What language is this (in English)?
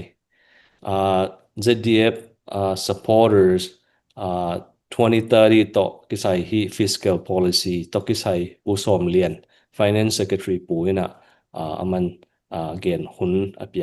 Tedim Chin